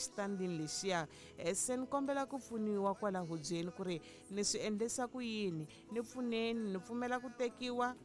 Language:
Tsonga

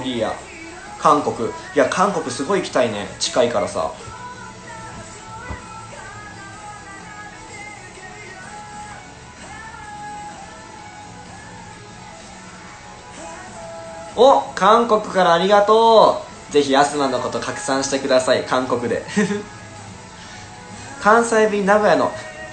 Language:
Japanese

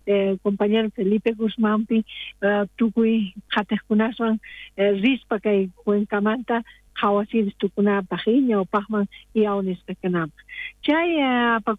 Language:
South Bolivian Quechua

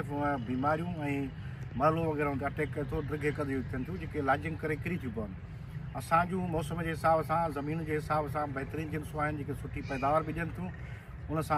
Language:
Sindhi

